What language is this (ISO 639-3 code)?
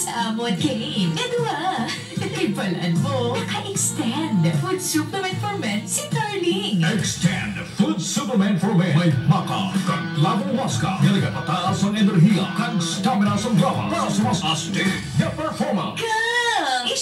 hil